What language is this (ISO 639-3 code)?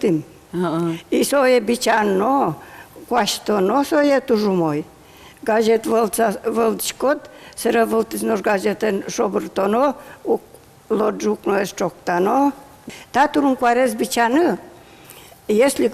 udm